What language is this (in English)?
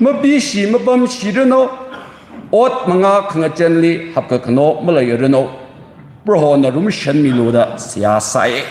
Tangkhul Naga (India)